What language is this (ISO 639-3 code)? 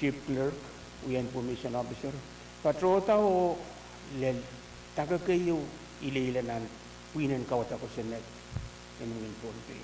pon